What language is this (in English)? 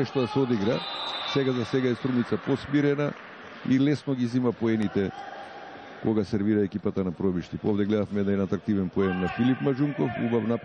Macedonian